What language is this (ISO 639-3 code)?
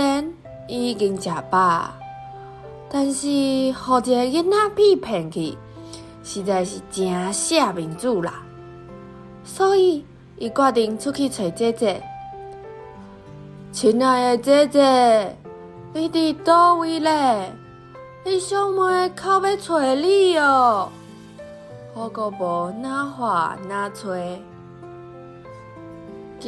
nan